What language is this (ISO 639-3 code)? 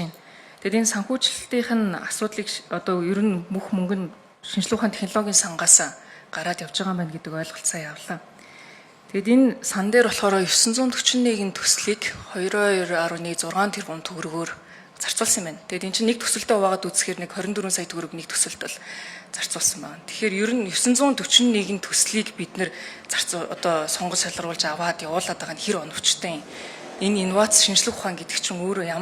mon